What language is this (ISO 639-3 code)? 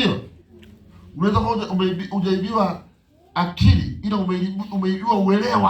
swa